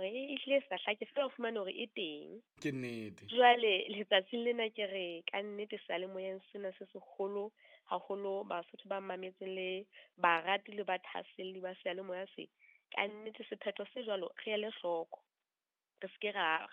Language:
Southern Sotho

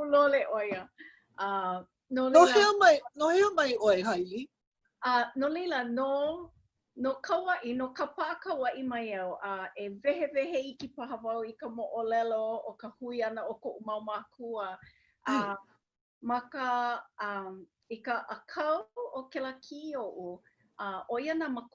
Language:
Hawaiian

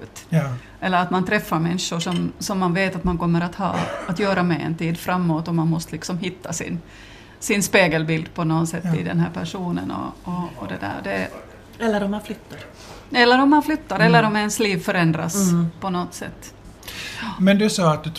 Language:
Swedish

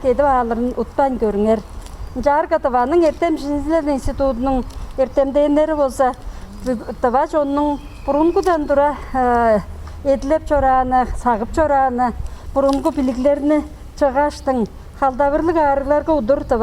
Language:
Tuvinian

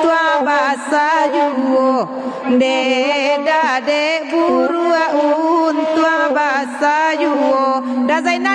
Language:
Minangkabau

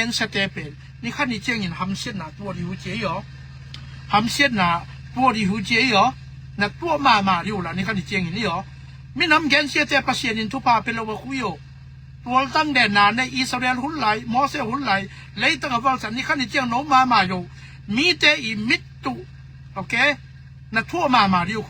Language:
Tedim Chin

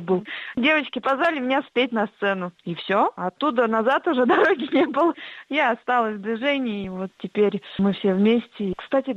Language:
Russian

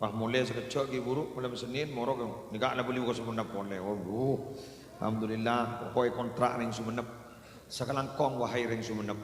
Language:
Madurese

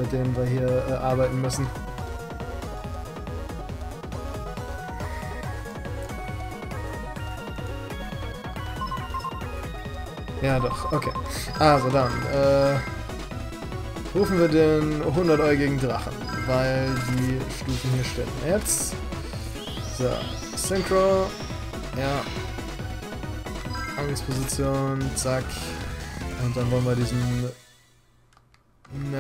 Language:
German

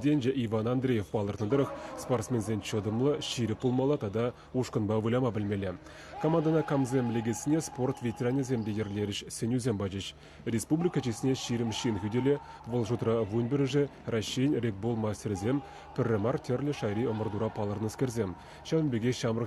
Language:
Chuvash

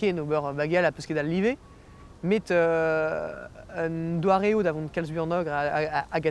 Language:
Breton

